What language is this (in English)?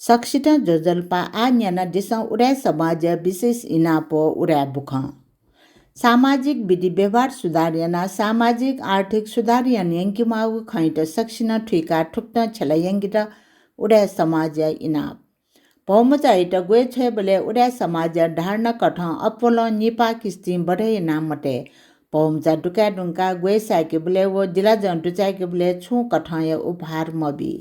Newari